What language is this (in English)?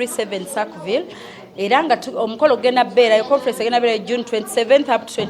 Ganda